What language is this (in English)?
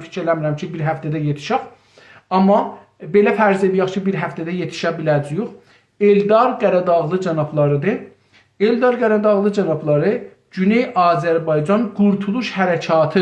South Azerbaijani